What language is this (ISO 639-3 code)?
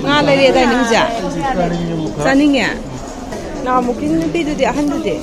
mni